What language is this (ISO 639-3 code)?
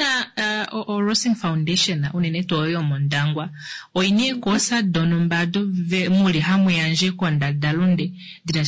kua